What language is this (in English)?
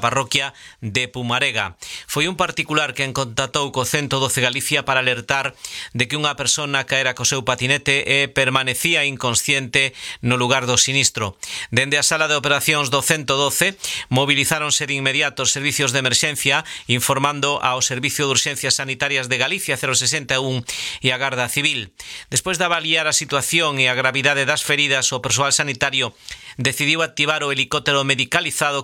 Galician